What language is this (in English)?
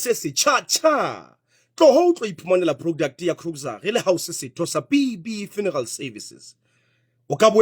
Southern Sotho